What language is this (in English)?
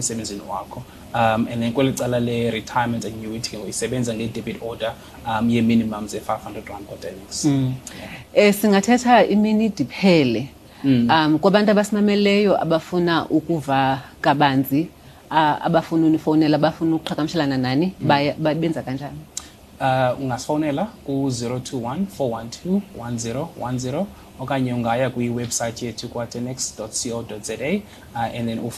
Xhosa